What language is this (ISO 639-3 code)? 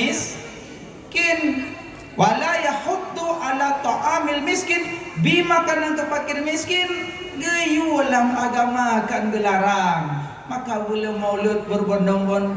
ace